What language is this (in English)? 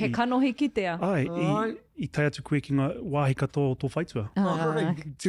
Māori